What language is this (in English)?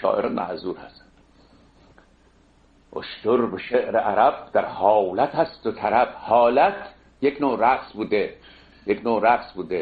Persian